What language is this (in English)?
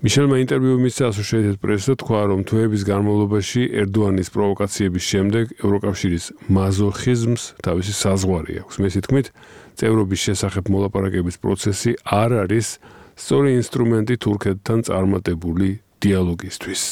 Georgian